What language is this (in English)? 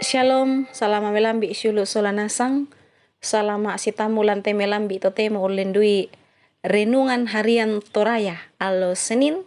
Toraja-Sa'dan